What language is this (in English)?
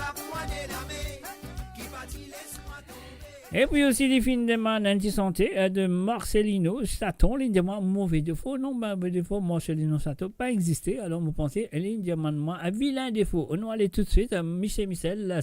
Morisyen